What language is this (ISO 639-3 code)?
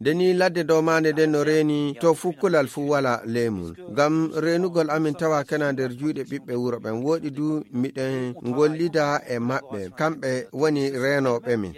ful